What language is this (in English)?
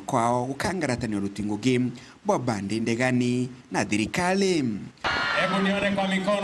Meru